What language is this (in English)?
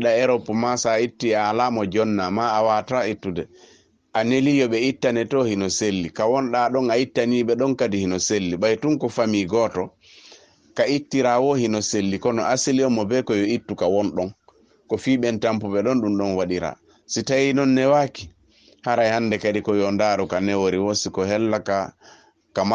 Fula